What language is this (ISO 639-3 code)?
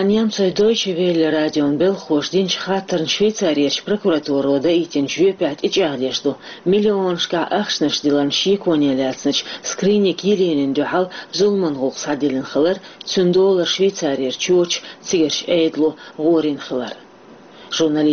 che